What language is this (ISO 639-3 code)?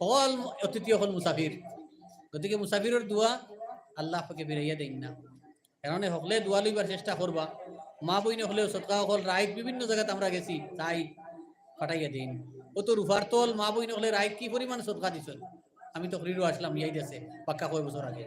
syl